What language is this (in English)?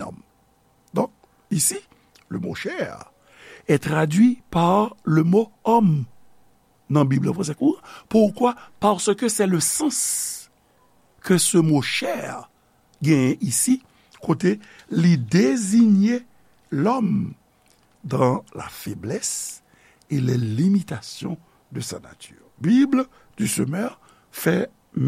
Haitian Creole